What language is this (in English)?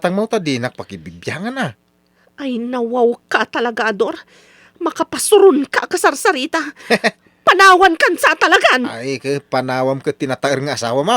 Iloko